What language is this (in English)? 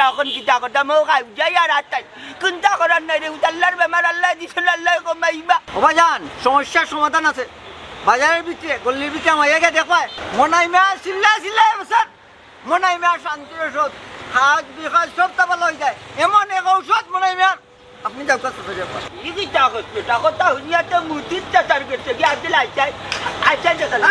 Sylheti